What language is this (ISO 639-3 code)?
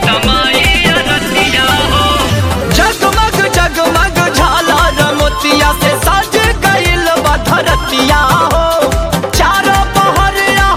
bho